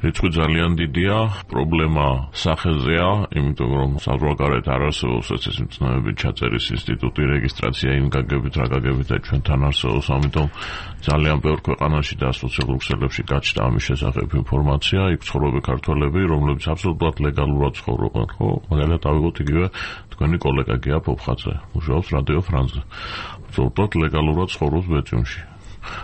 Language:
Georgian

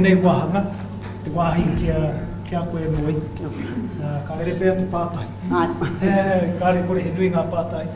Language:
Māori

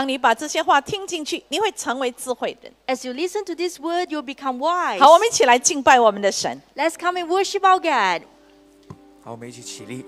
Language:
Chinese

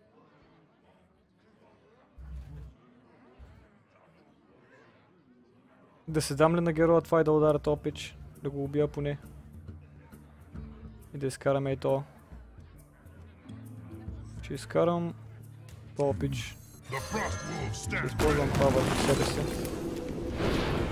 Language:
Bulgarian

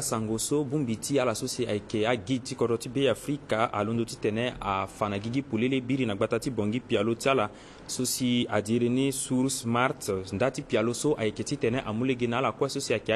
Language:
Sango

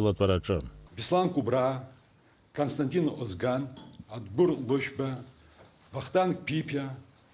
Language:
Abkhazian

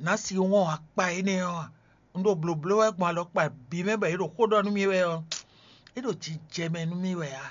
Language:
Fon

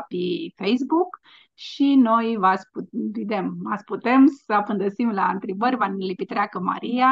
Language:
Aromanian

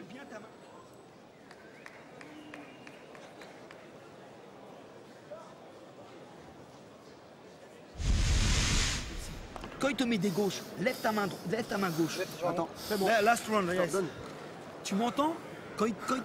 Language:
French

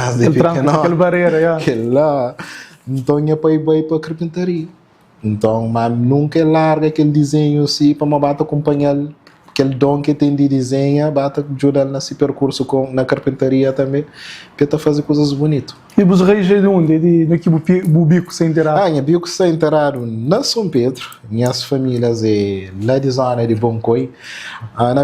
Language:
Kabuverdianu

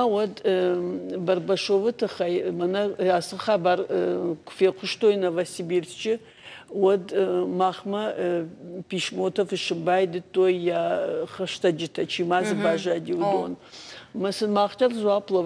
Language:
Ossetic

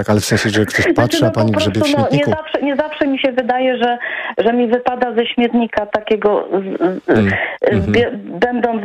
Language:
Polish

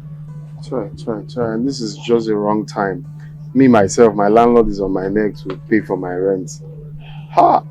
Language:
Nigerian Pidgin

